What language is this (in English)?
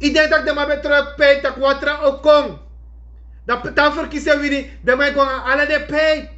Sranan Tongo